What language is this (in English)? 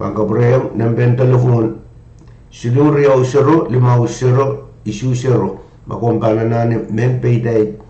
Pohnpeian